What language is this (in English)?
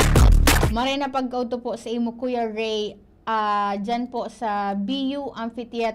Bikol